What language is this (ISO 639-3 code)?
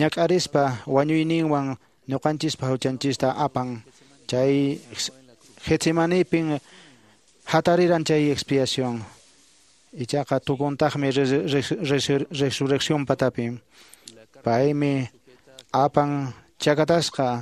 que